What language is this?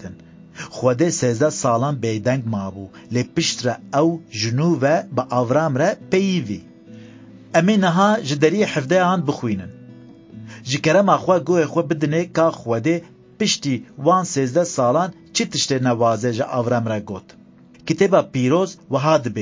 Kurdish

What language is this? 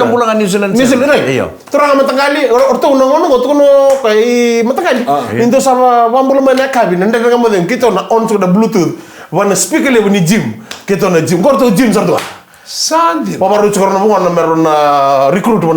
Fijian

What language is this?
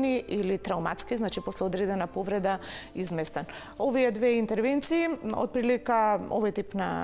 Macedonian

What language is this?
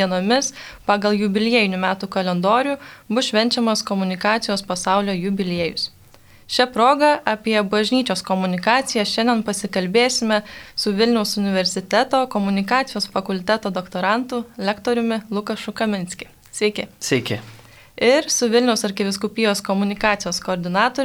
Lithuanian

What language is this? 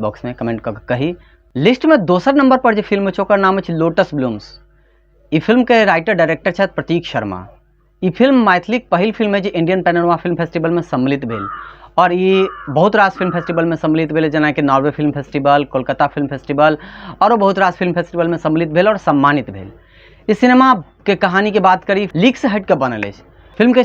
Maithili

